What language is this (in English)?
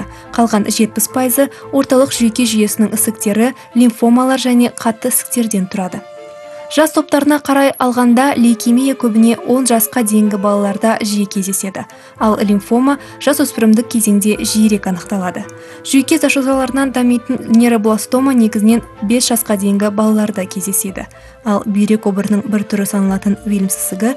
Kazakh